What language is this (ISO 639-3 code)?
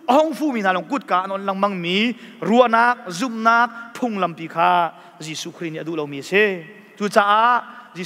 cnh